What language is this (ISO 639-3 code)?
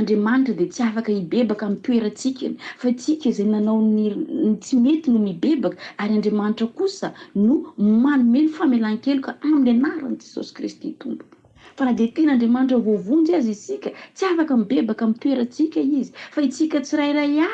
mlg